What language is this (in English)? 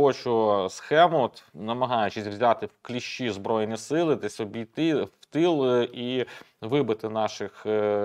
Ukrainian